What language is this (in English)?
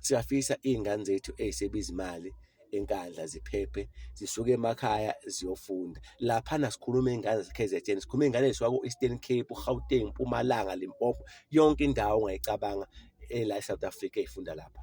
Zulu